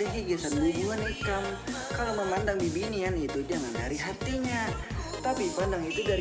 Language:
Banjar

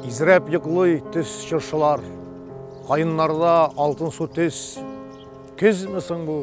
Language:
Tatar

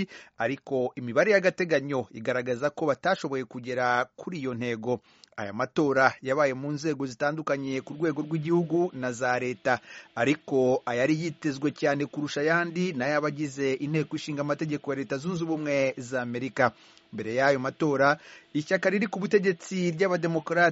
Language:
Kinyarwanda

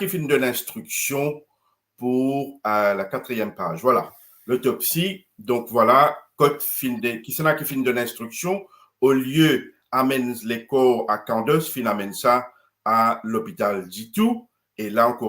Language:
Morisyen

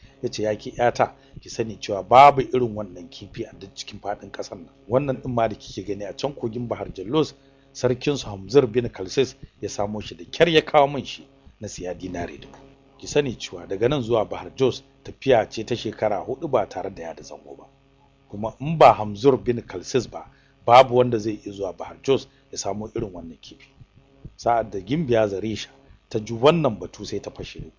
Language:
Hausa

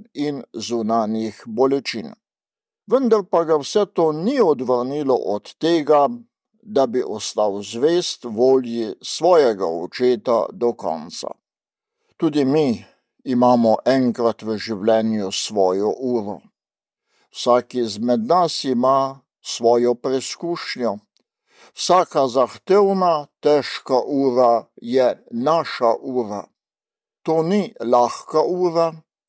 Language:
Slovenian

